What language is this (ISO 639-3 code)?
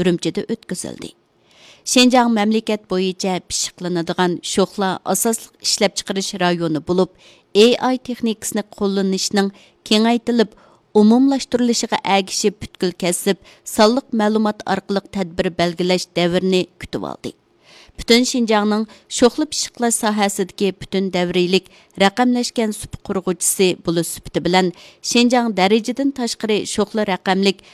uig